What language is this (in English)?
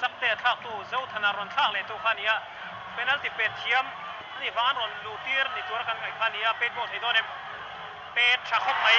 Mizo